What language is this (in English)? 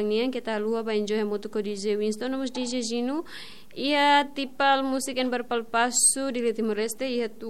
Tetum